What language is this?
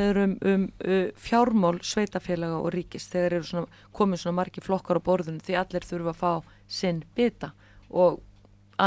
Icelandic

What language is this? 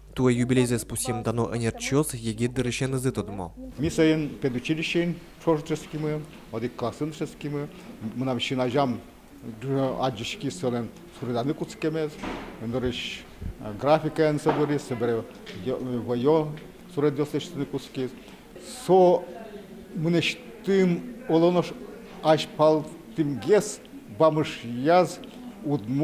Udmurt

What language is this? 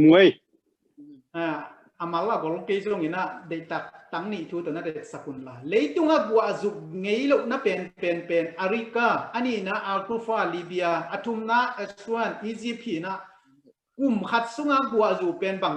Tedim Chin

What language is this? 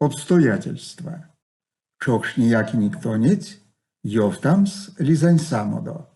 Erzya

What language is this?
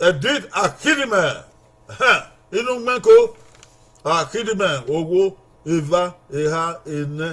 Bini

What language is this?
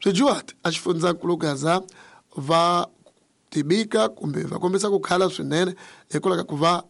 Tsonga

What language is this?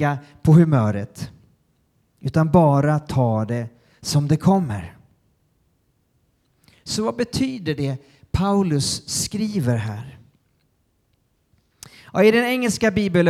Swedish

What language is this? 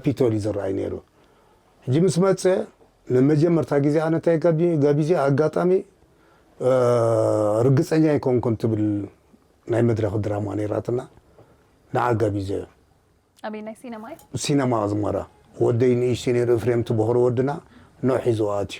Tigrinya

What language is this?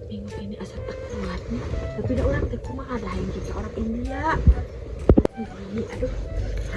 Sundanese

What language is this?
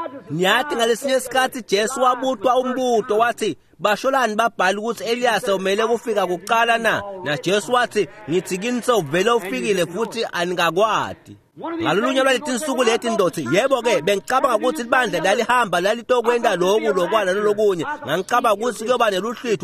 Swati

